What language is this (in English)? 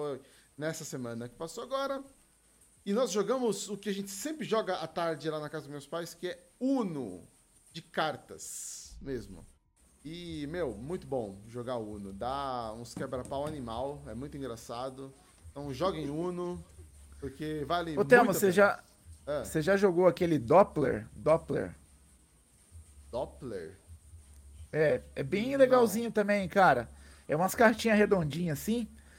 Portuguese